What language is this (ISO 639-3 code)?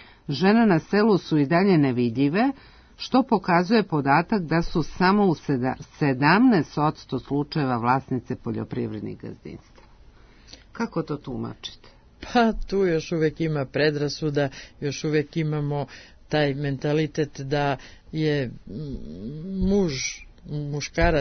srp